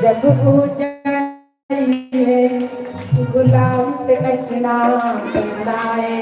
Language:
Dogri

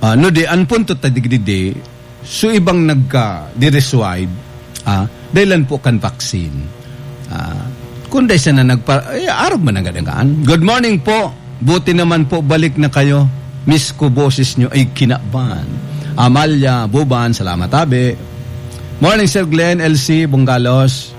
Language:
Bikol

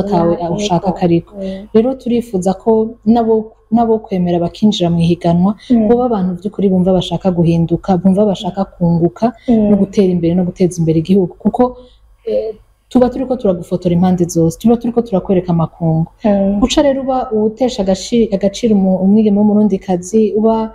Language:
Rundi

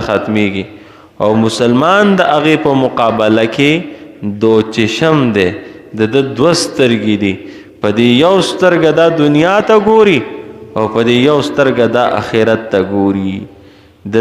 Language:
Pashto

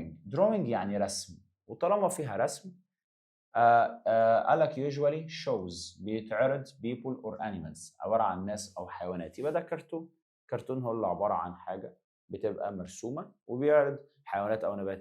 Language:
Egyptian Arabic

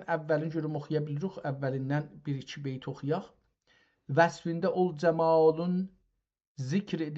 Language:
South Azerbaijani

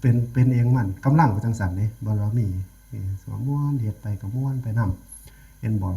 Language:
Northeastern Thai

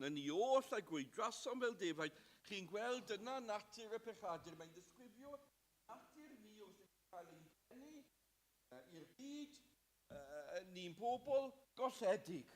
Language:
Welsh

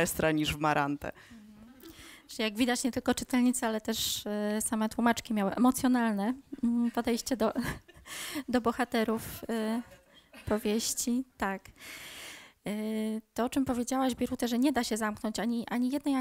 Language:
Polish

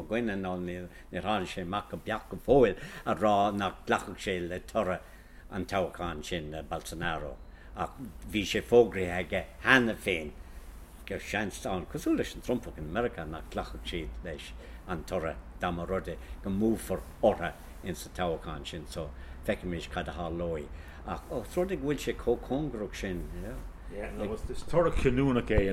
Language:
Irish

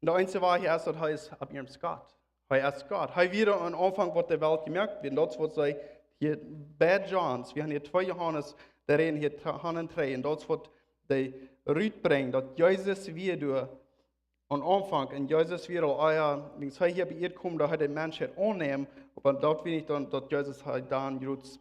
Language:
Plautdietsch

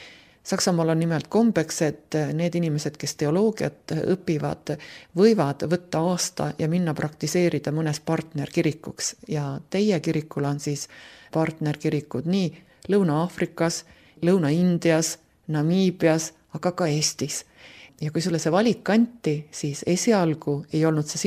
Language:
Estonian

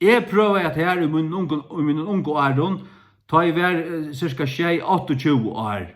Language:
Faroese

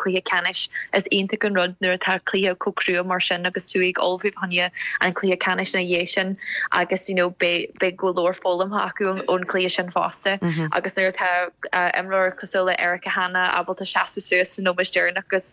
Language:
Irish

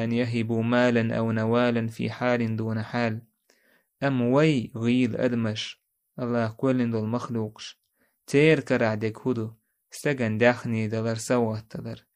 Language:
Chechen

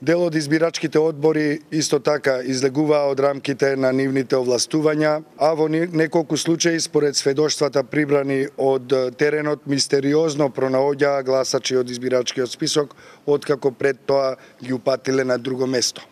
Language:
Macedonian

